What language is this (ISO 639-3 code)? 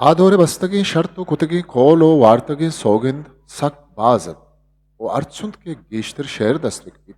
bgp